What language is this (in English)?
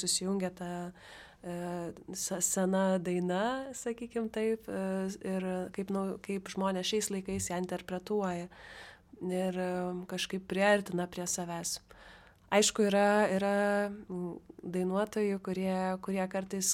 Lithuanian